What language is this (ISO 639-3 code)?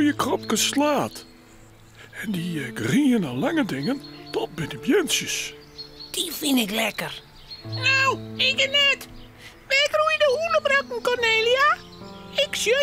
fry